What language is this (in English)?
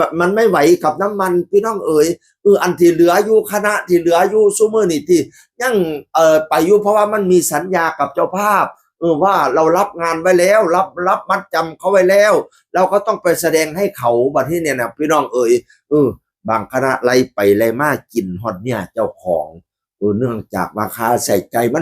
Northeastern Thai